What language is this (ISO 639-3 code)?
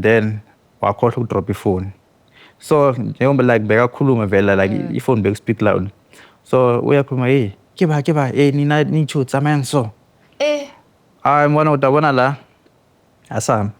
zul